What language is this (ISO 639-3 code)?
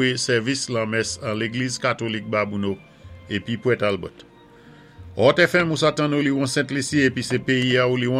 acf